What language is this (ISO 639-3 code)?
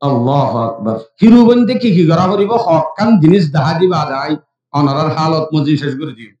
rhg